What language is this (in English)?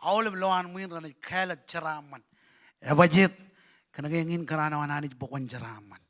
Marshallese